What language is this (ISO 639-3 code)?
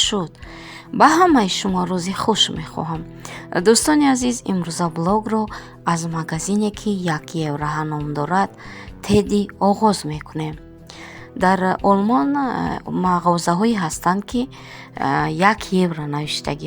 tgk